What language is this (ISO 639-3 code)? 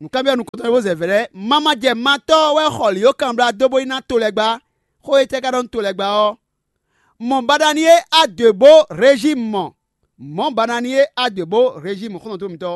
fon